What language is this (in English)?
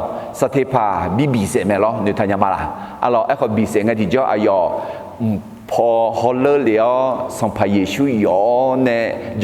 Akha